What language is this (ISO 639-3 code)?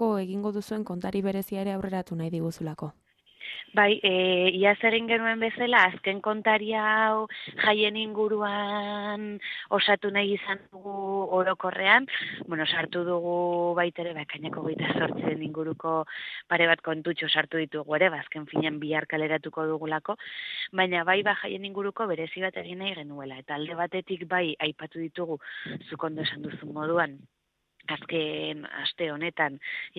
eus